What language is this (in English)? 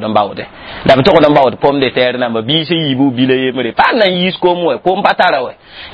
Mossi